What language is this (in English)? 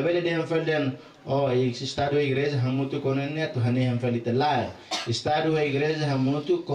Tetum